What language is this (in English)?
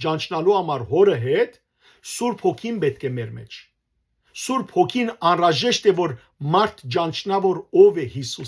Western Armenian